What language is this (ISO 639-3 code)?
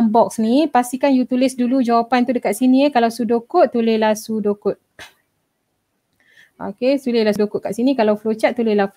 msa